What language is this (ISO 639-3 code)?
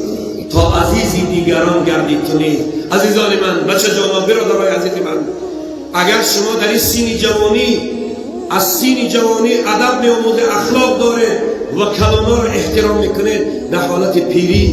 tgk